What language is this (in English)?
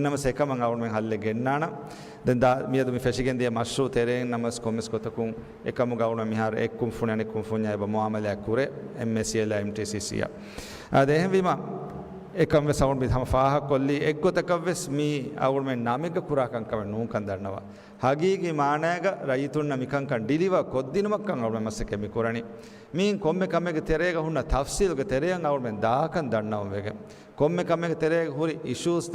Divehi